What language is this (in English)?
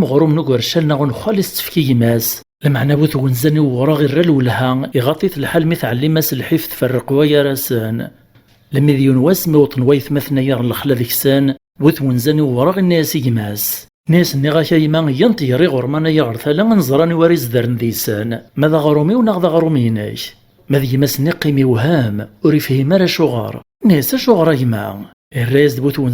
Kabyle